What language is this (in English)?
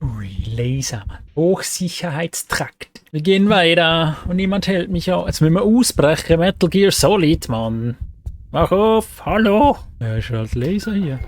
Swiss German